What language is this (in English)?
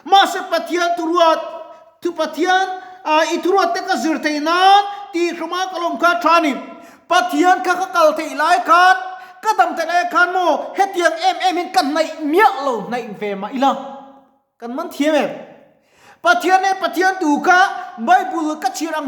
Mizo